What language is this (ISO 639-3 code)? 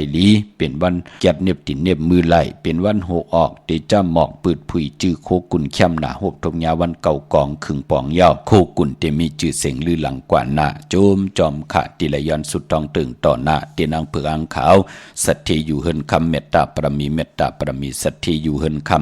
shn